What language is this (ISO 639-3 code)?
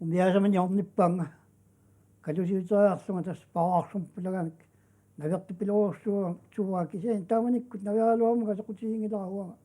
kal